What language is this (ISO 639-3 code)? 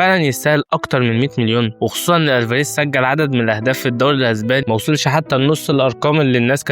arz